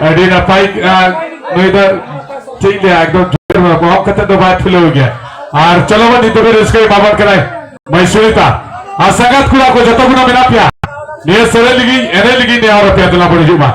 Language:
Santali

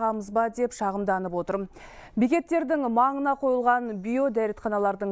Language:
Kazakh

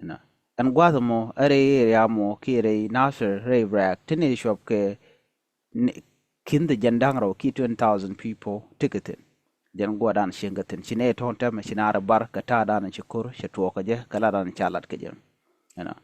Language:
Nuer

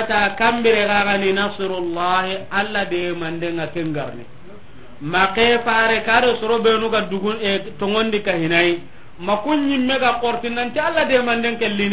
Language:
Soninke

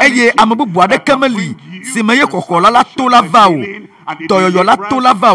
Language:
Ewe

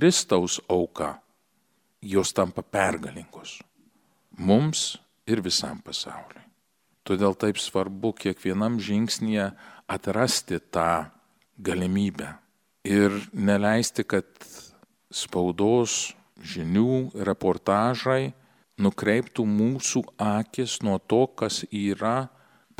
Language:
Lithuanian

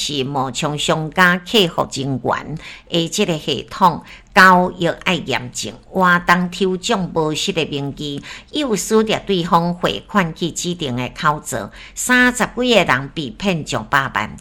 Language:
Min Nan Chinese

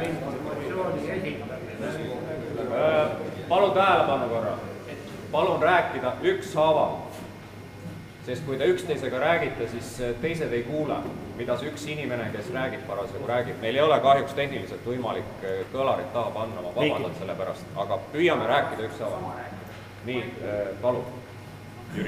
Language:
Estonian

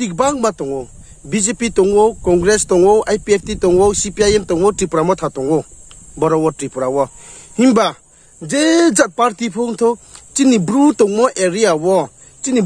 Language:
Riang (India)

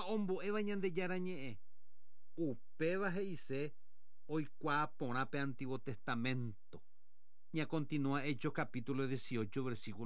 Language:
Guarani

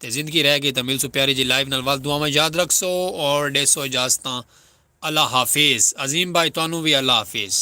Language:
Saraiki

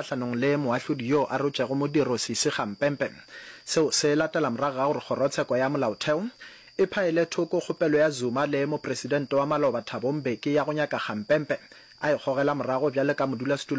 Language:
Northern Sotho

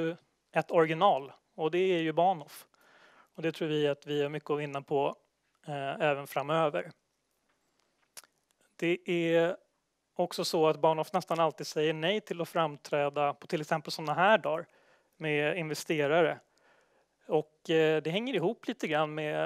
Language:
Swedish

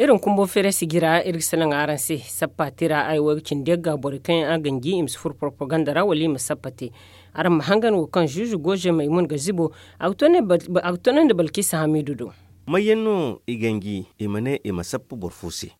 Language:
Zarma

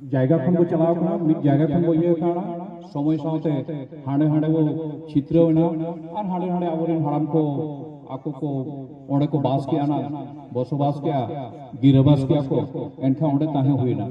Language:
Santali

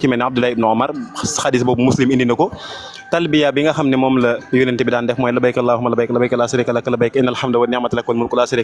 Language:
Wolof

